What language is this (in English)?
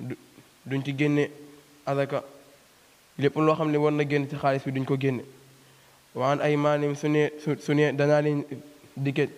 Wolof